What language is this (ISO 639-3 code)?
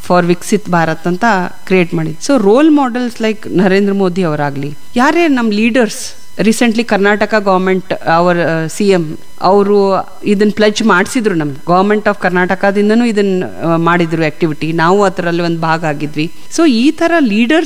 kan